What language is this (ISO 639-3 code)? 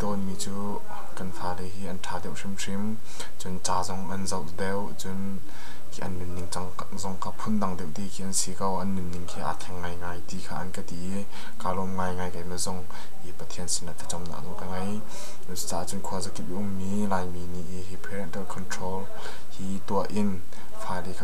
cnh